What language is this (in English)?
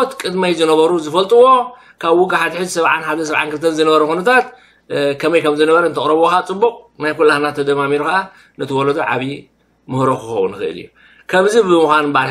Tigrinya